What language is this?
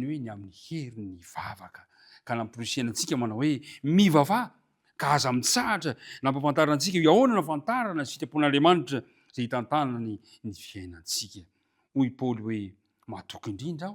Malagasy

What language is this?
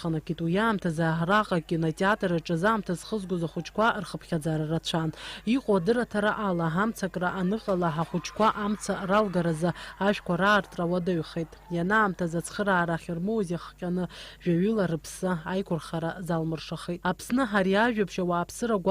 Abkhazian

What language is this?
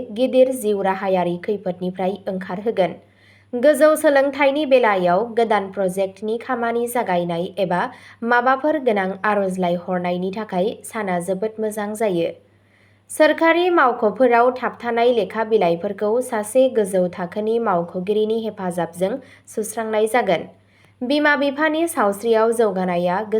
Bodo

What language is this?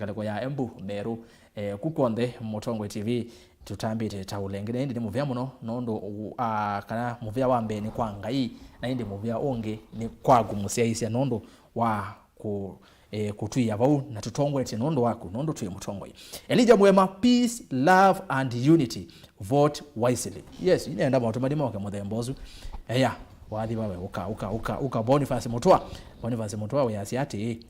Kamba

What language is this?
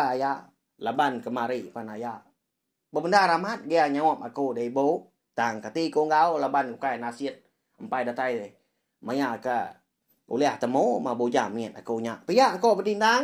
Iban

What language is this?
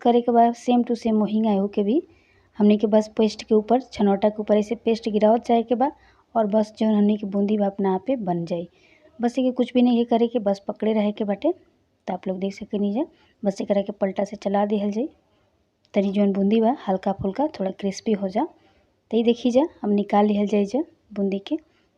Bhojpuri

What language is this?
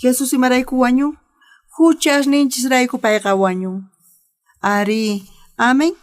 South Bolivian Quechua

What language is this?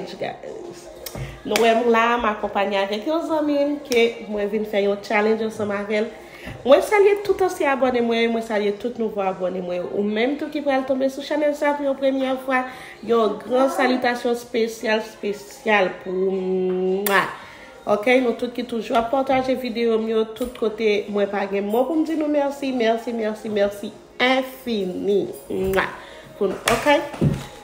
Haitian Creole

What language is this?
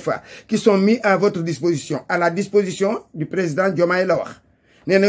Wolof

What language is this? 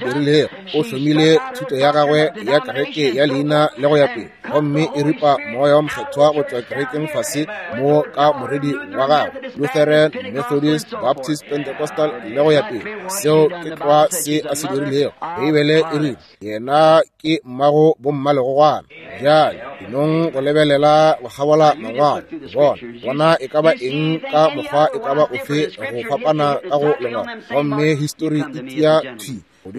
Northern Sotho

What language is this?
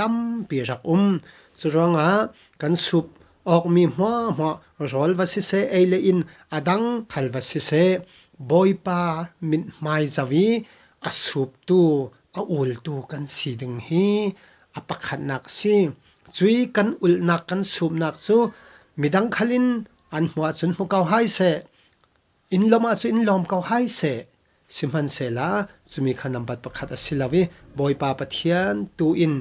Falam Chin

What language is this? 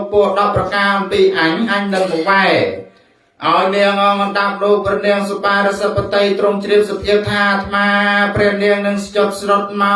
Khmer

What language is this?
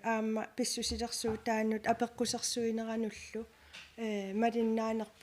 Kalaallisut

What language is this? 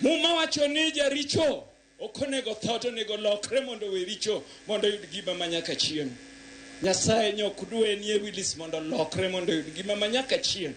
Luo (Kenya and Tanzania)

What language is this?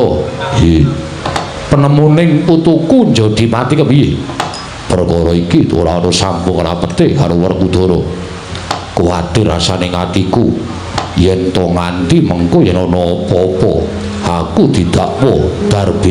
Javanese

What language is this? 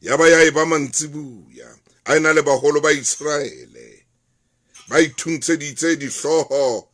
Southern Sotho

